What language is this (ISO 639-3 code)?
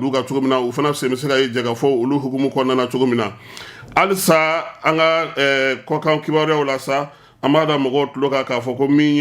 bam